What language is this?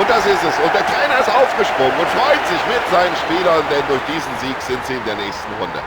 Bavarian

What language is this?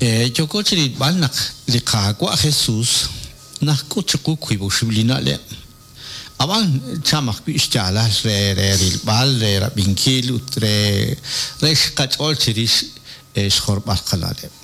Kekchí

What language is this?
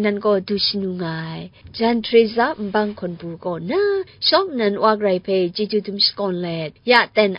Kachin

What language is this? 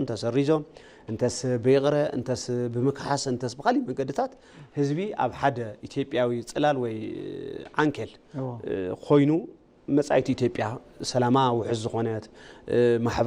Tigrinya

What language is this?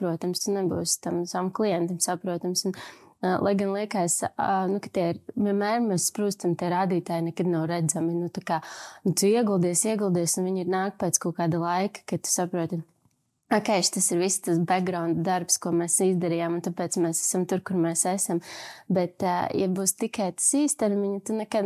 Latvian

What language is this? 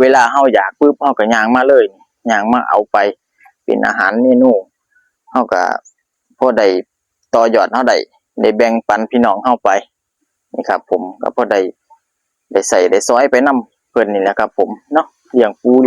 Northeastern Thai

